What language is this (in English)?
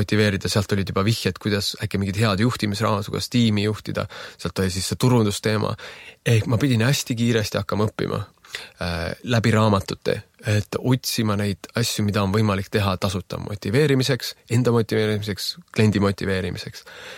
Estonian